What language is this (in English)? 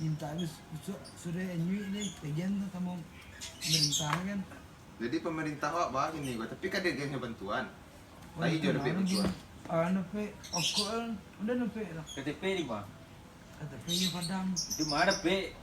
Minangkabau